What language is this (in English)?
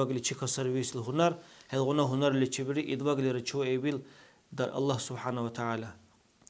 Dargwa